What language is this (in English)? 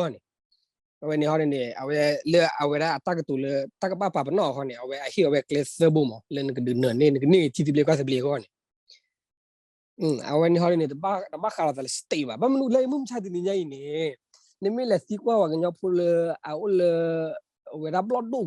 S'gaw Karen